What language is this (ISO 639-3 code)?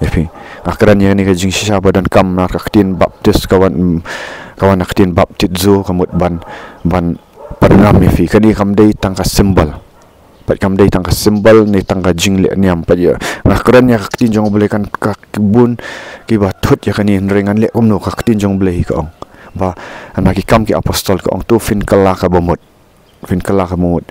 kha